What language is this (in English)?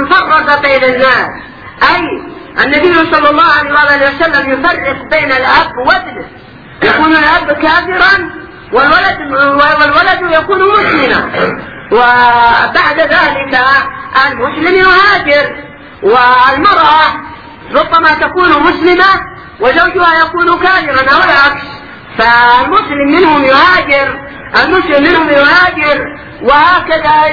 Arabic